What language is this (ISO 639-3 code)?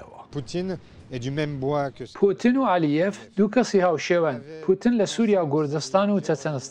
ckb